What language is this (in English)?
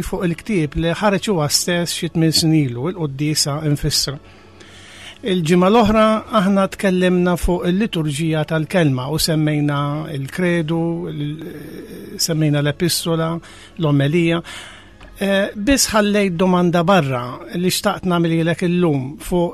Maltese